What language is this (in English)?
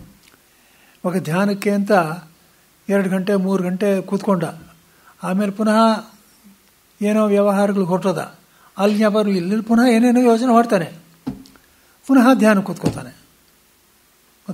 Kannada